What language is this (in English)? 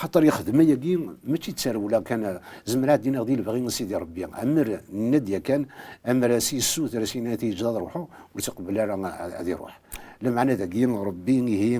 Kabyle